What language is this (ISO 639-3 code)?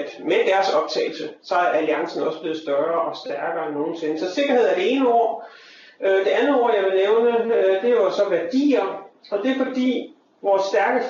dan